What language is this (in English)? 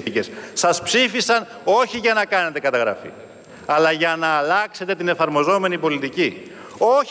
Greek